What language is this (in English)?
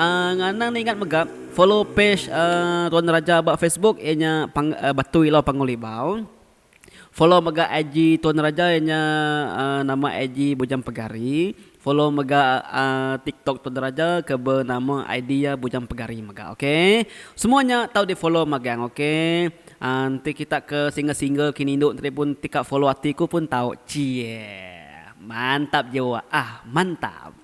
Iban